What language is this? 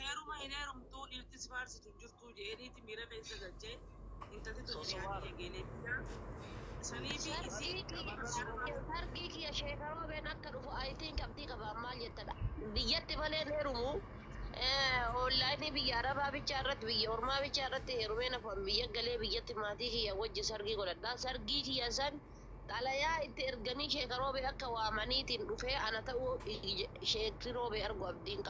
Oromo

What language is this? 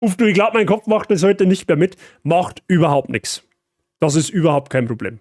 Bavarian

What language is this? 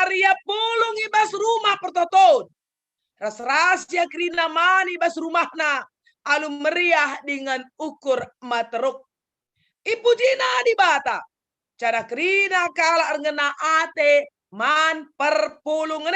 Batak Karo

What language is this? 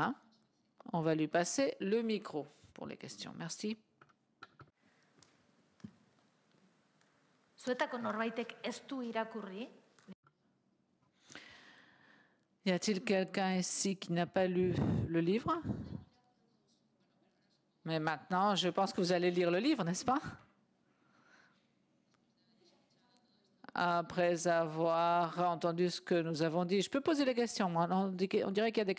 French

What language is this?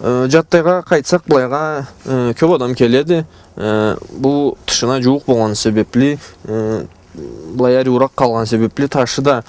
Karachay-Balkar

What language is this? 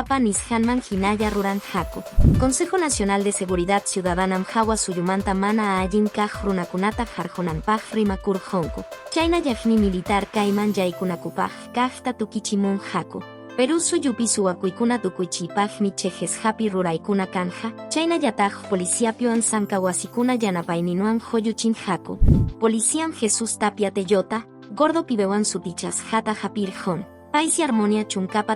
Quechua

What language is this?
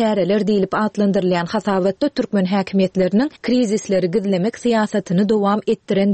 Turkmen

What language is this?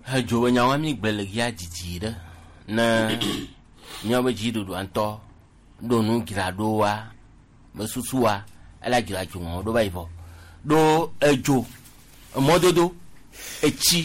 Gen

